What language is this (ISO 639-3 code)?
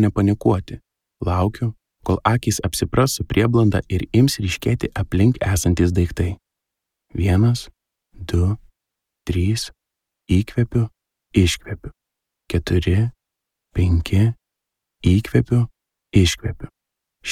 lit